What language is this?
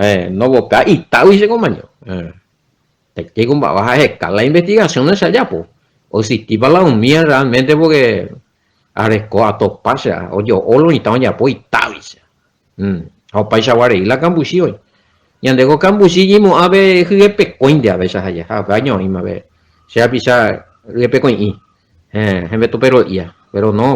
Guarani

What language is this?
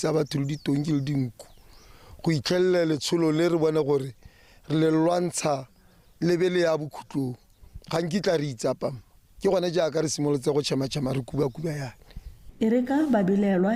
Tswana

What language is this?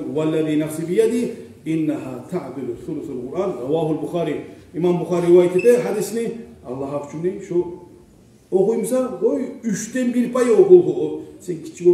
Kumyk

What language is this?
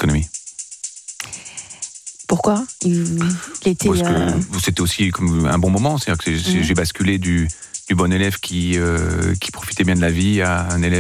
French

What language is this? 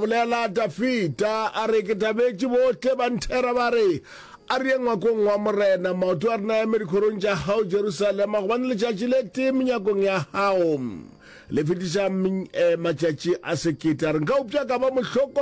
Northern Sotho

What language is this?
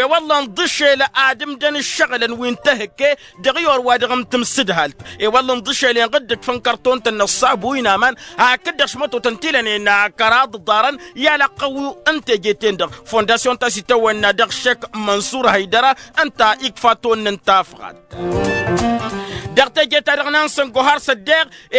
Tamasheq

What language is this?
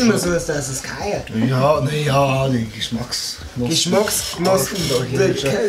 Bavarian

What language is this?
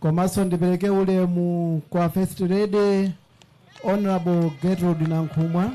Nyanja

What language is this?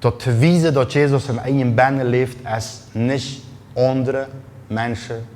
Plautdietsch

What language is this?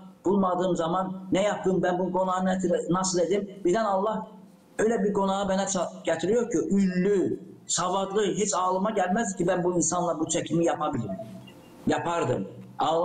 Gagauz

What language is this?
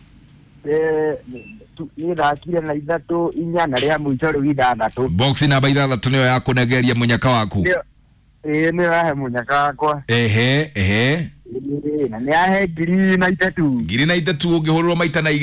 Kikuyu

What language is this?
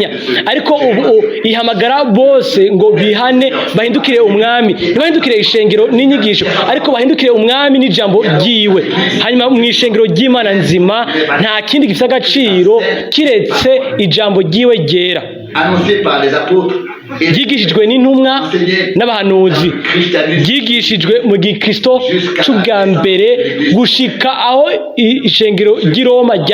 Rundi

